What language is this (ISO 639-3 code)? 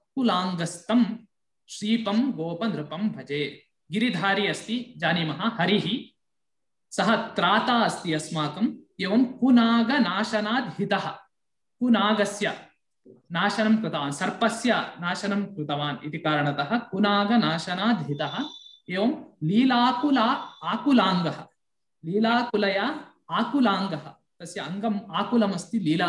san